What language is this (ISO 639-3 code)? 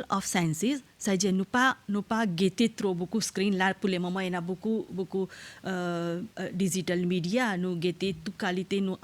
mfe